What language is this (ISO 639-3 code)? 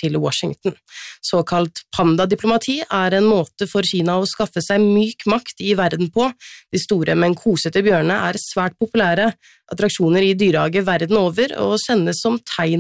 nor